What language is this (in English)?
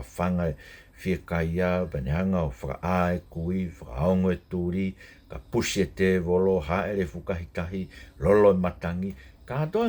Tongan